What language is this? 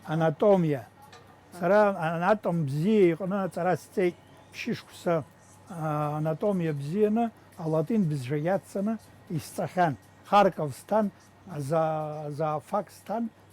Abkhazian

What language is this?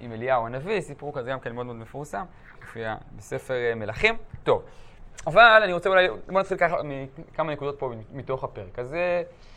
Hebrew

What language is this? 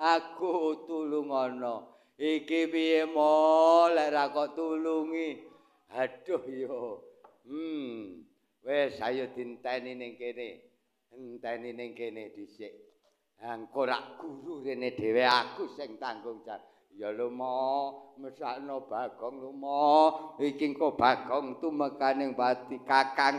Javanese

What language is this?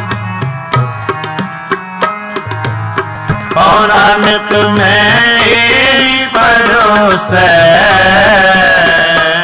Punjabi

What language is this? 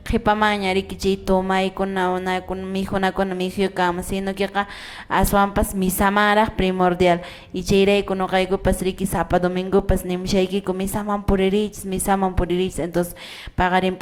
Quechua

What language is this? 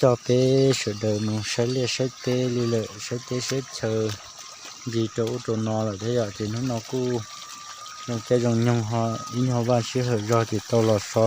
Hmong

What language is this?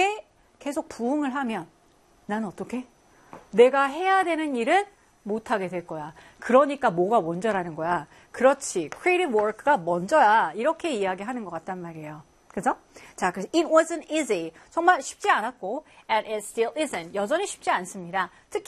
Korean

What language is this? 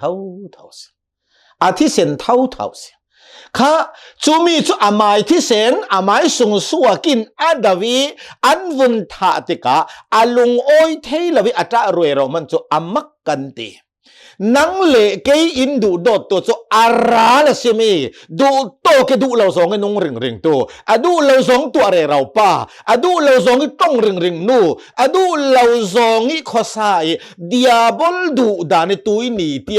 Hakha Chin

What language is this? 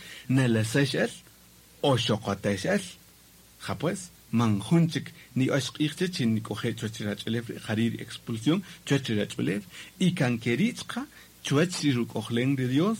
Kaqchikel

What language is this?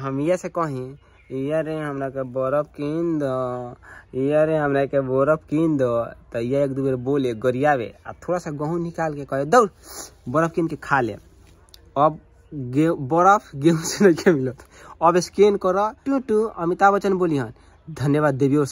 Bhojpuri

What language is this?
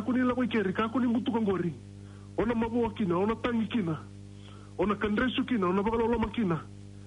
Fijian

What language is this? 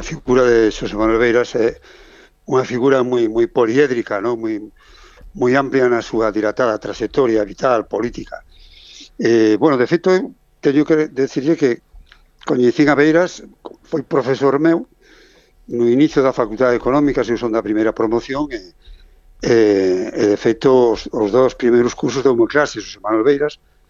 Galician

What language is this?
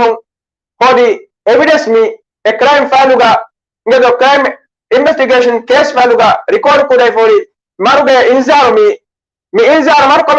Divehi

